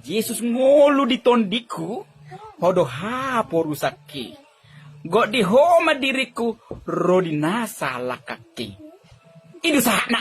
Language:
Batak Toba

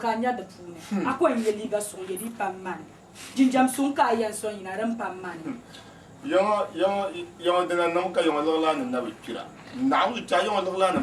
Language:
Dagbani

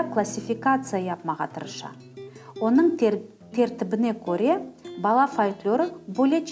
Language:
Crimean Tatar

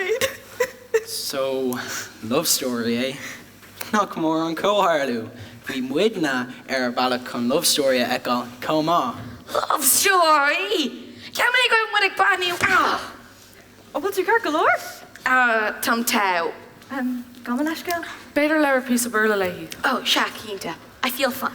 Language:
Irish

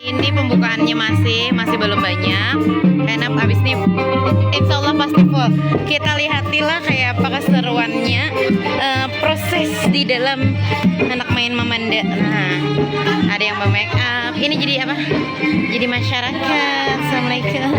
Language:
Banjar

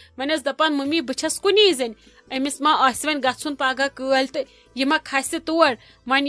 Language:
Kashmiri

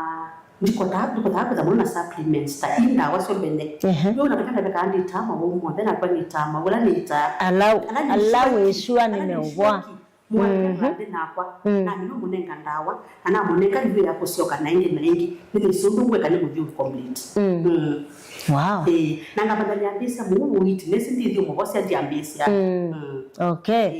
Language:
Kamba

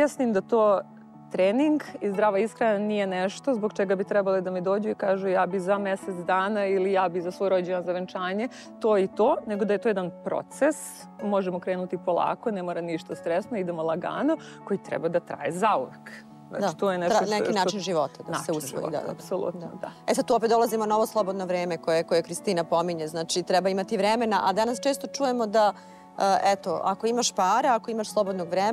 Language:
Serbian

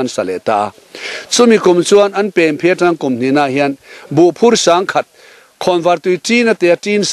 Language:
Mizo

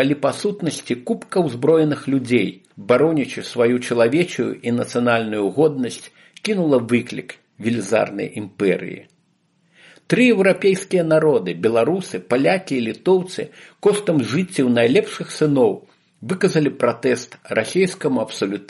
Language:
Belarusian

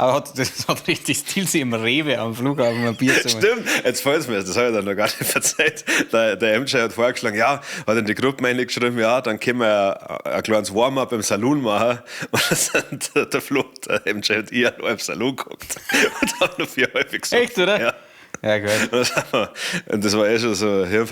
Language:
Bavarian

